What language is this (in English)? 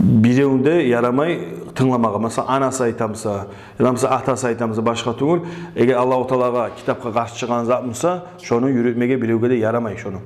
Kumyk